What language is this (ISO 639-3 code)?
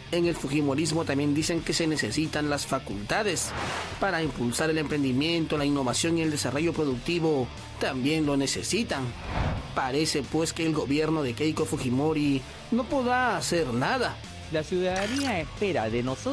spa